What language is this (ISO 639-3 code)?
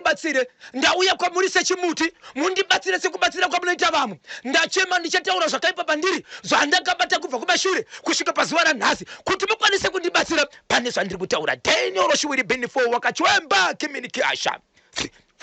sna